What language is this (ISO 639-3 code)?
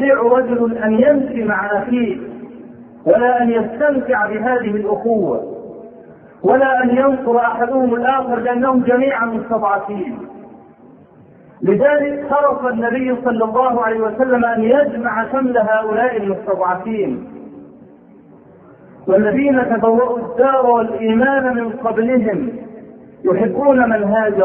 ara